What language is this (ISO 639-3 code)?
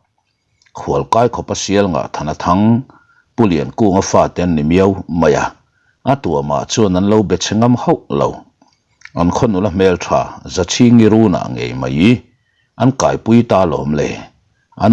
lus